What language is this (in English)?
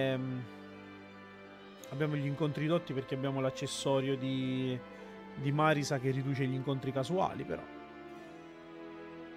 Italian